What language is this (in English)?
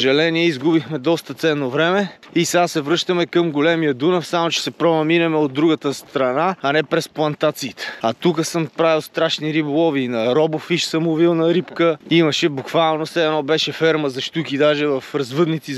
Bulgarian